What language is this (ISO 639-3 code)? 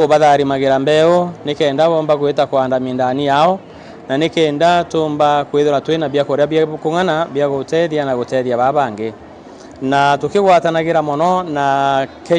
mer